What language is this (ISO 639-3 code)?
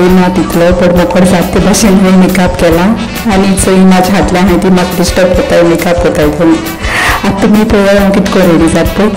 kok